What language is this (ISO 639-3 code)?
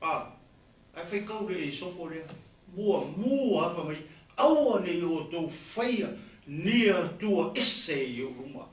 smo